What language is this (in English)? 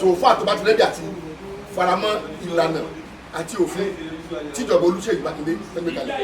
Yoruba